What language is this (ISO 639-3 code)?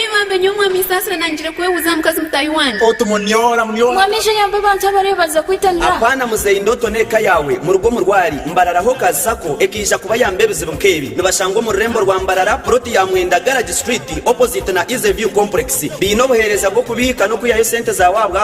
nyn